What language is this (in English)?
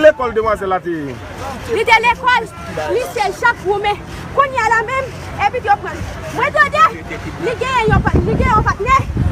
Haitian Creole